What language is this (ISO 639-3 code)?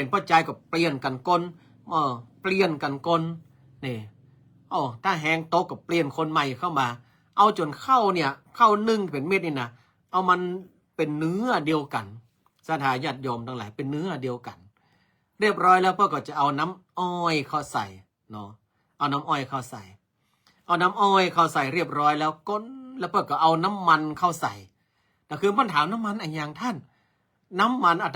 nod